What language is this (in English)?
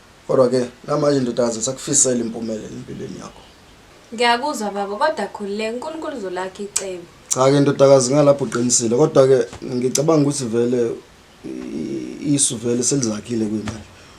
Zulu